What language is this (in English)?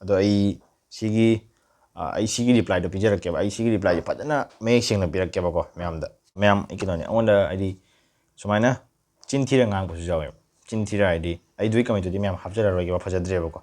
Manipuri